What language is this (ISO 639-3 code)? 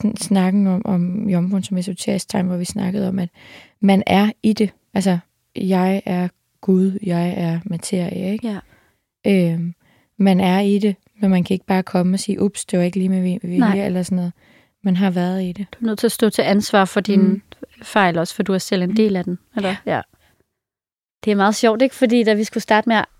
dan